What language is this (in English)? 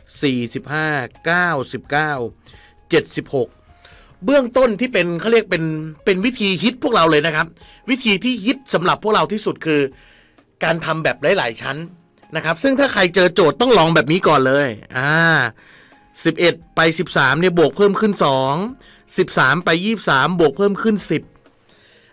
Thai